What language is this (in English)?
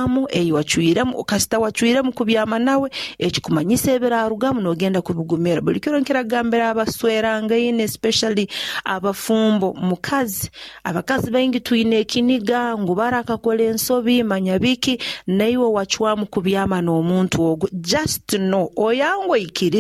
Nyoro